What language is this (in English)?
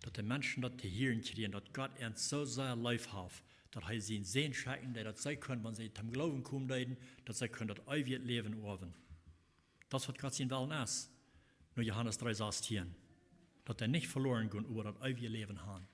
Plautdietsch